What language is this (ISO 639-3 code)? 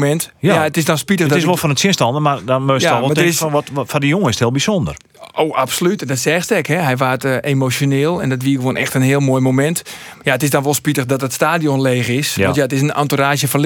fry